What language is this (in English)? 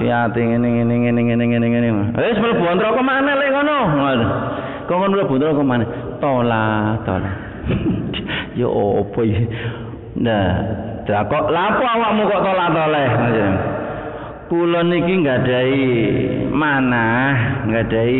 Javanese